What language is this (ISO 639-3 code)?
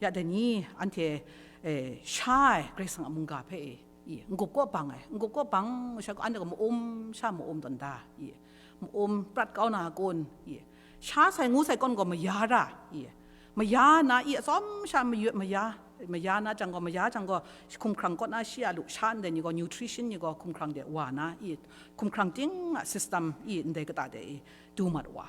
kac